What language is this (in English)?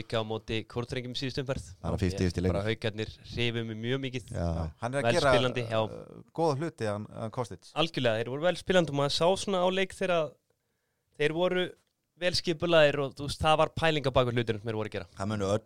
Icelandic